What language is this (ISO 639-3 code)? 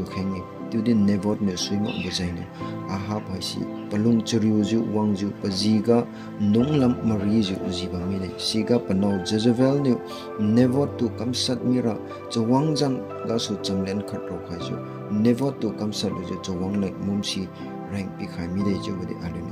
njn